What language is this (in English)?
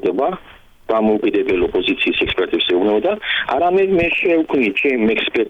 Georgian